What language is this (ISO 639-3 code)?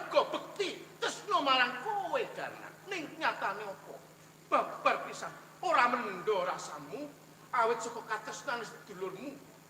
jav